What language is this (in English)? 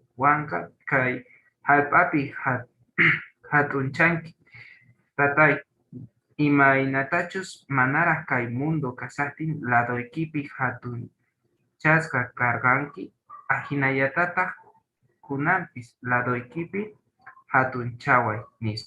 South Bolivian Quechua